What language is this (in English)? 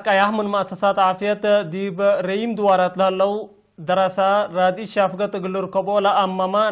Tigre